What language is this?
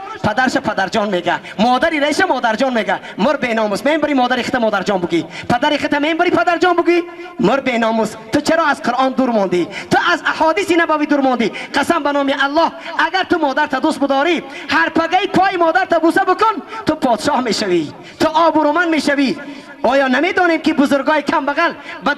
Tajik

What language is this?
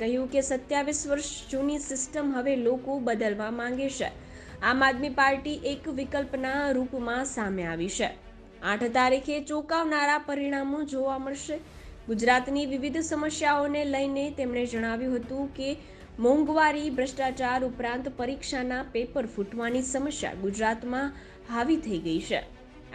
Gujarati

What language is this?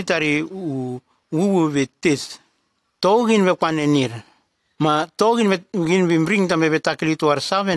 Nume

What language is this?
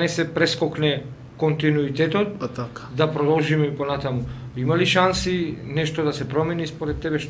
Macedonian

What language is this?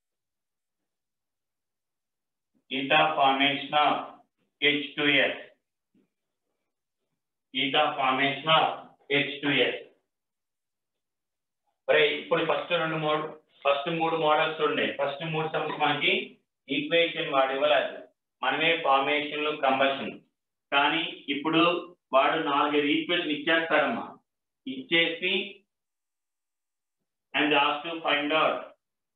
Telugu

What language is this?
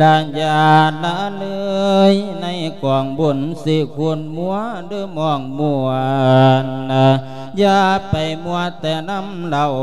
Lao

